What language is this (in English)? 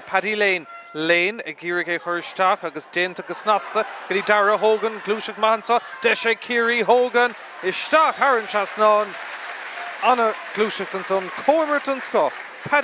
Irish